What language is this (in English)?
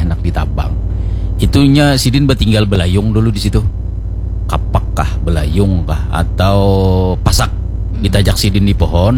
Banjar